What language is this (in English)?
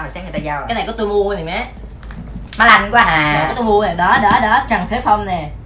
Vietnamese